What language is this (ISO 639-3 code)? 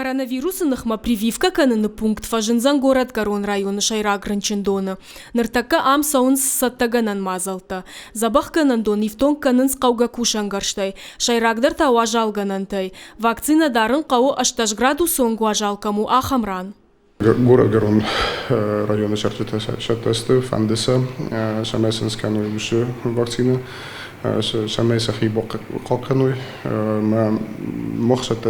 oss